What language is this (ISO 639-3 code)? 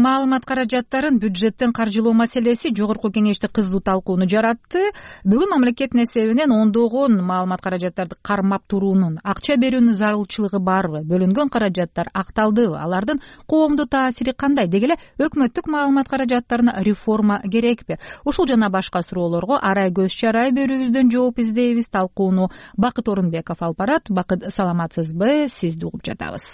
kir